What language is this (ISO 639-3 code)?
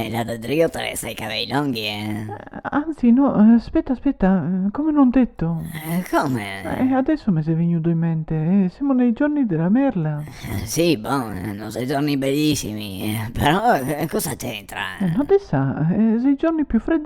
vec